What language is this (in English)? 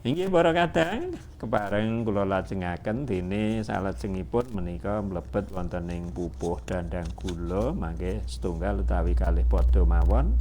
Javanese